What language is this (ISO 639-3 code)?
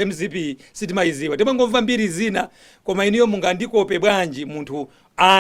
nya